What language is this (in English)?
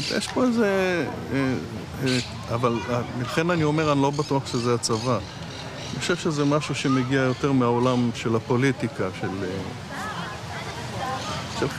Hebrew